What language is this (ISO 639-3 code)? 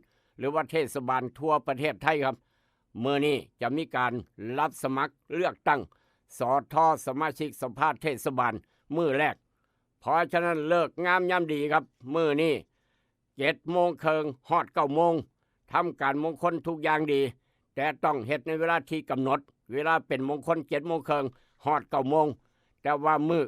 tts